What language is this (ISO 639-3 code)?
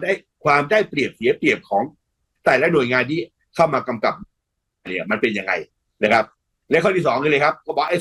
tha